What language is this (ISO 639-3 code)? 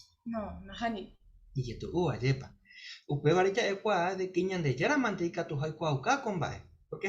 grn